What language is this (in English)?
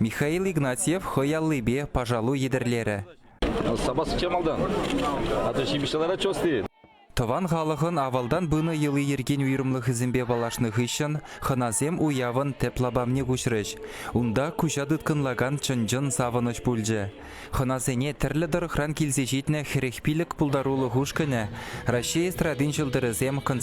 Chuvash